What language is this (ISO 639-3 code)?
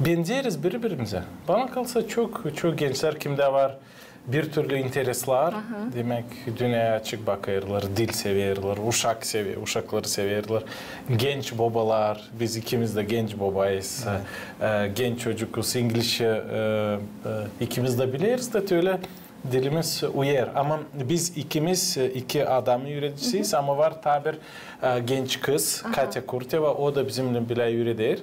gag